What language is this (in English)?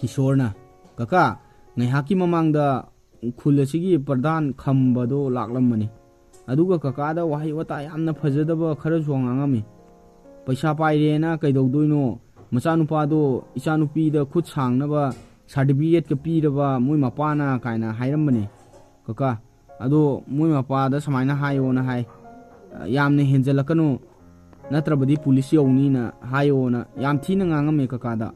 Manipuri